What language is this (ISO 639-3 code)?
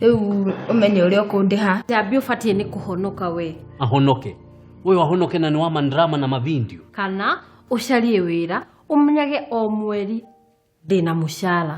kik